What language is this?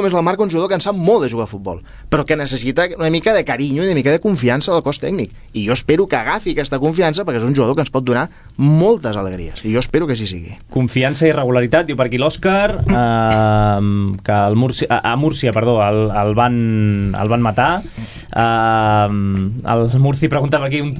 Catalan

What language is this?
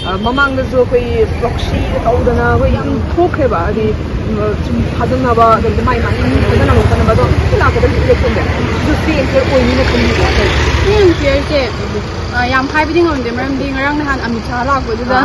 Manipuri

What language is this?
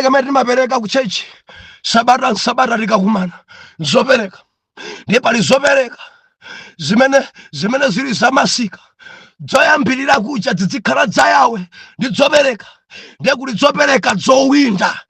Nyanja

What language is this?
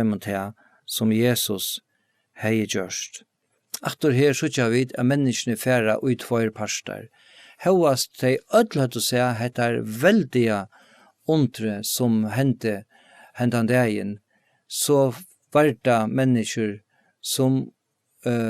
Faroese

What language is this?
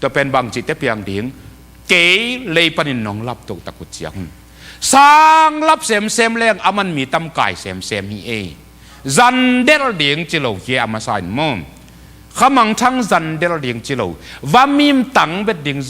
Tedim Chin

